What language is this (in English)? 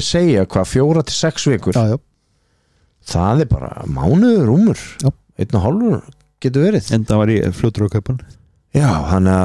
Icelandic